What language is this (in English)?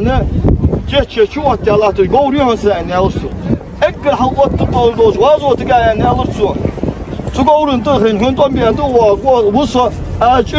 Ingush